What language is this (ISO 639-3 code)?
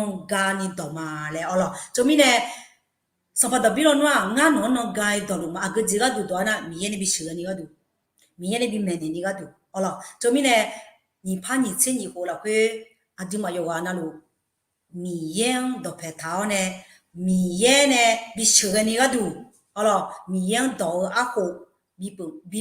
ahk